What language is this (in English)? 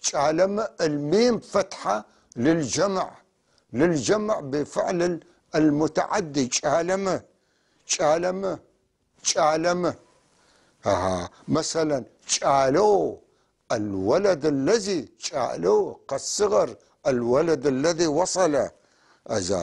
North Levantine Arabic